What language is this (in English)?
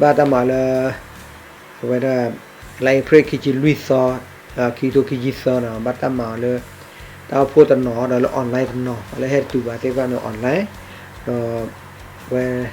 S'gaw Karen